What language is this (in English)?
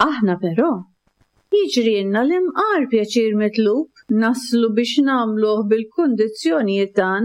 Maltese